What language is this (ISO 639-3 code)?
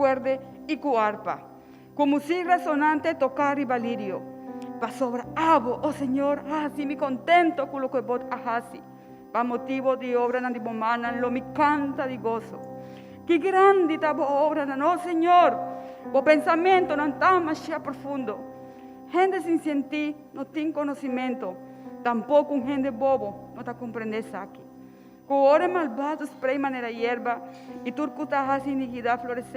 pap